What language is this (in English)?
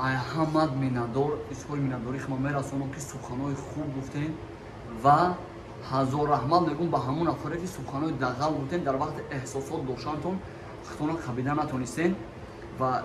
Tajik